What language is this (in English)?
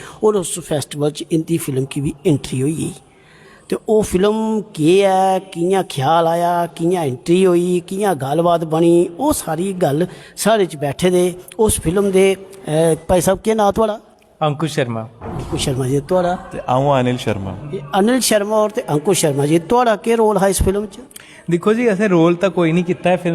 Dogri